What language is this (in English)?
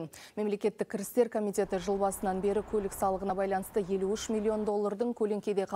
Kazakh